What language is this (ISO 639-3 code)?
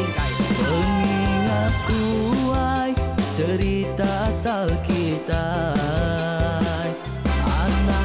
iba